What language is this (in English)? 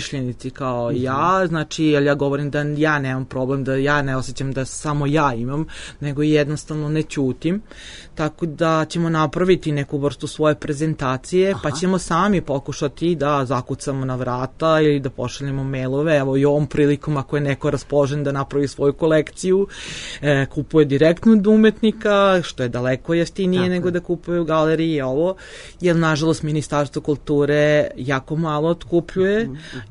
Serbian